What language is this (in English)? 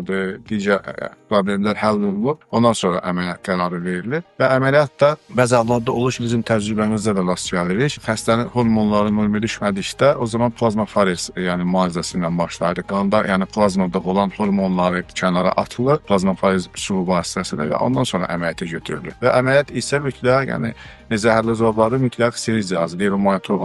Azerbaijani